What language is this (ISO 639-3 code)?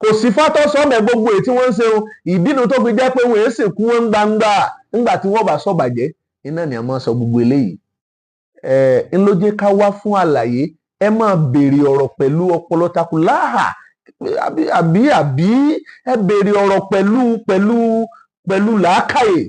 yor